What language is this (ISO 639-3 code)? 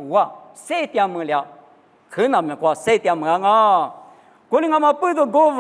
lis